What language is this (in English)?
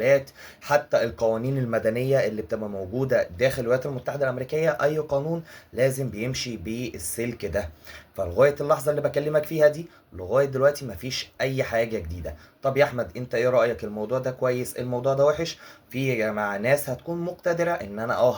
Egyptian Arabic